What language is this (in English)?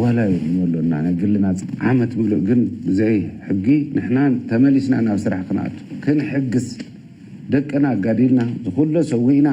Tigrinya